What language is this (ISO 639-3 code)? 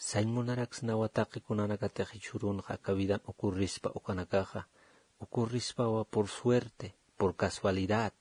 aym